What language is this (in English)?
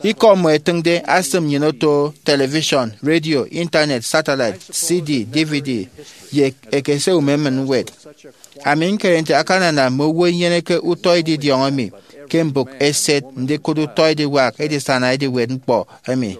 Efik